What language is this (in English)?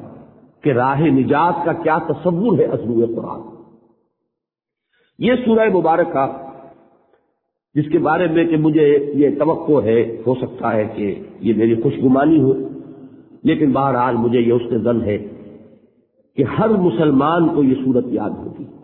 Urdu